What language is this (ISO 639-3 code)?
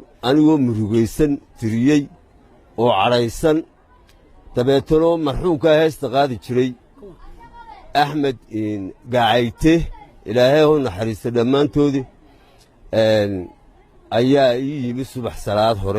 som